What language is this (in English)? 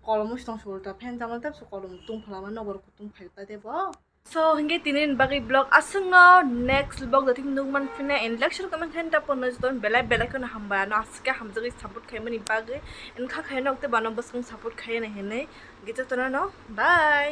Kok Borok